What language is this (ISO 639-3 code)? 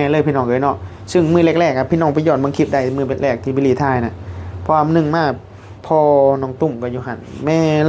tts